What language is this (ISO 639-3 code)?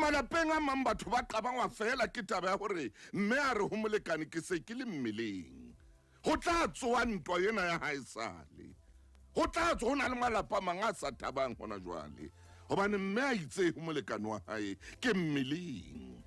sot